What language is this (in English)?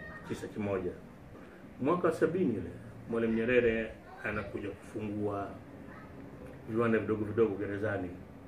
Swahili